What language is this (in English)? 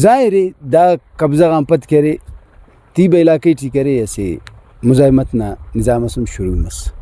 Brahui